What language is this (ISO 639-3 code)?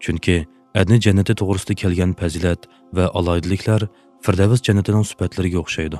uig